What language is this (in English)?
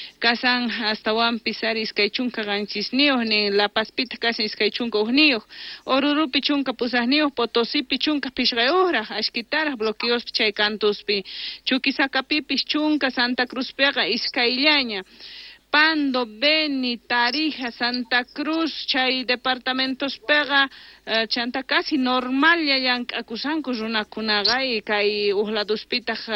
Quechua